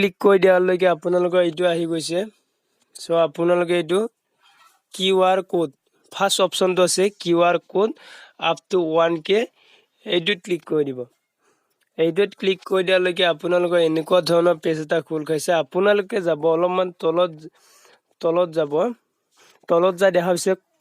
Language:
Assamese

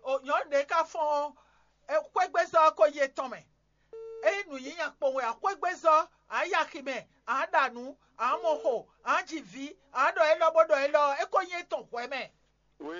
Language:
Fon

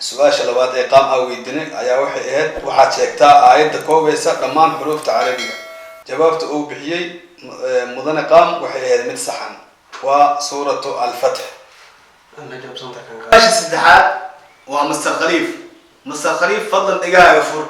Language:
Somali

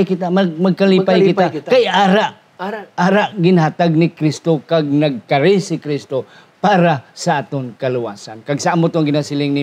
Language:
Hiligaynon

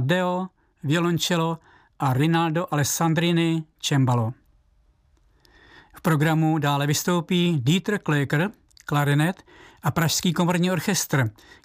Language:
Czech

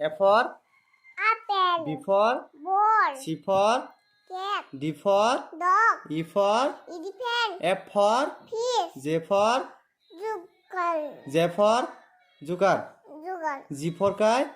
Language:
Kok Borok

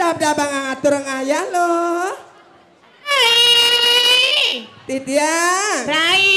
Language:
Balinese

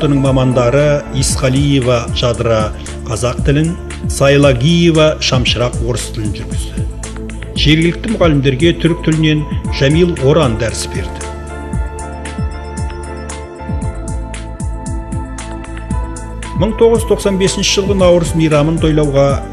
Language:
Kazakh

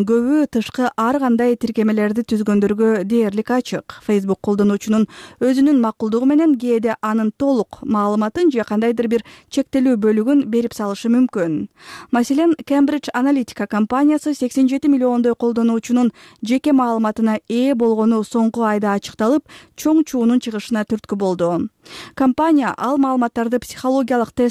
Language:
Kyrgyz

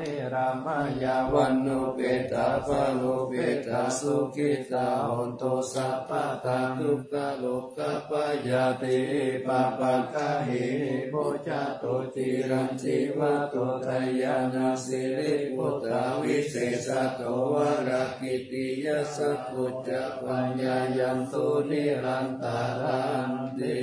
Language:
Pali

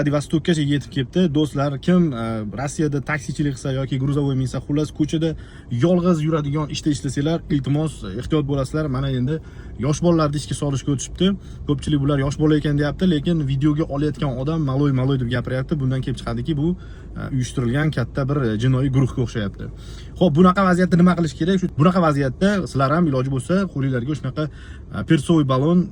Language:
Uzbek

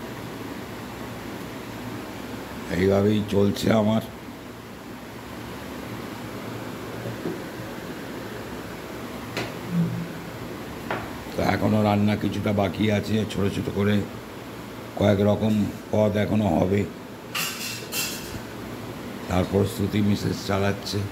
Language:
Bangla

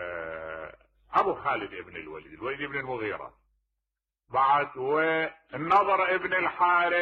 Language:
Mesopotamian Arabic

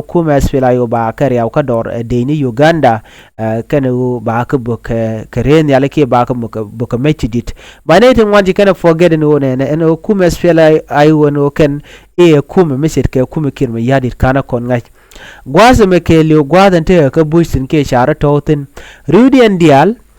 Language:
Nuer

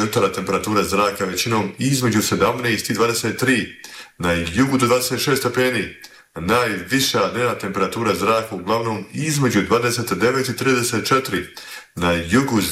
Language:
Bosnian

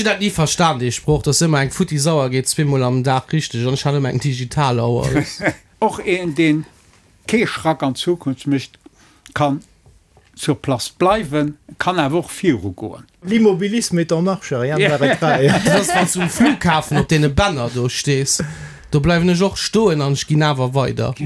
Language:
Luxembourgish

